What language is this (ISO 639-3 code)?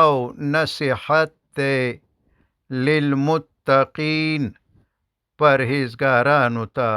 pus